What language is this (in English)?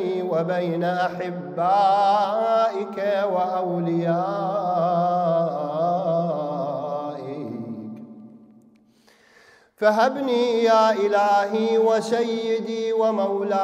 Arabic